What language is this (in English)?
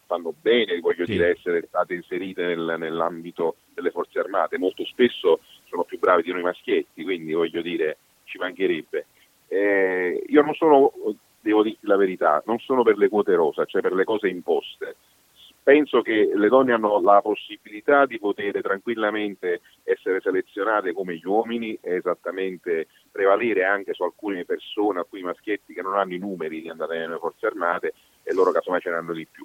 Italian